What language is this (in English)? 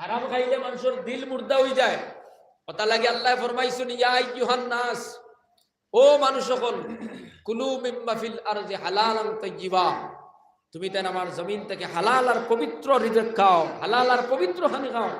Sylheti